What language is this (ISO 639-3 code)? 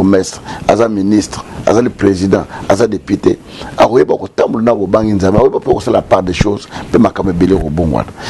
lin